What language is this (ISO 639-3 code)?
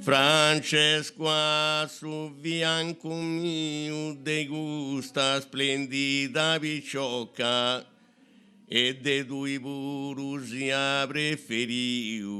srd